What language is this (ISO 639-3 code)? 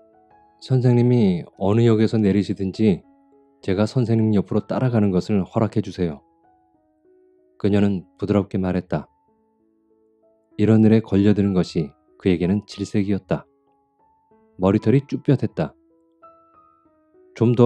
kor